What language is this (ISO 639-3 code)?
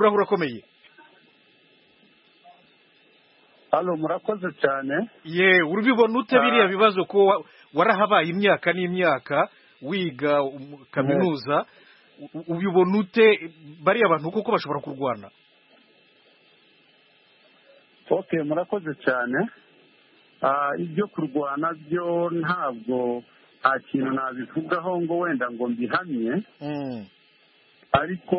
kin